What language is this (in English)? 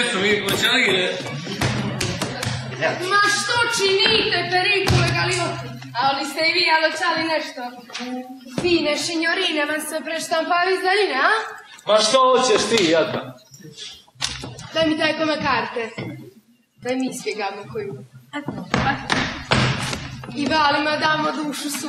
Croatian